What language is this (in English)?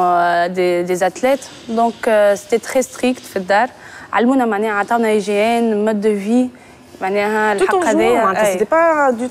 Tunisian Arabic